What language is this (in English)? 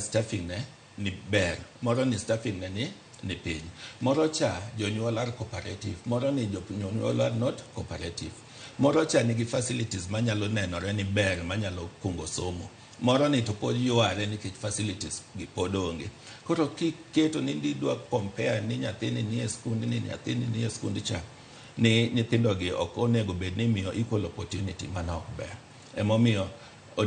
Luo (Kenya and Tanzania)